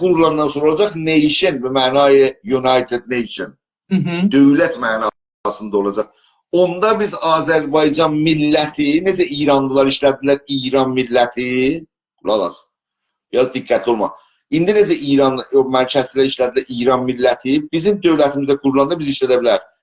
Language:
South Azerbaijani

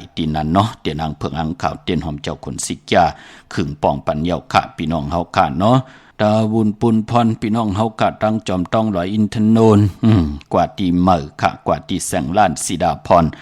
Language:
Shan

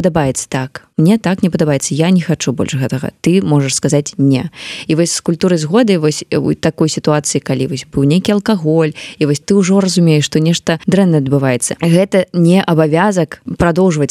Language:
Belarusian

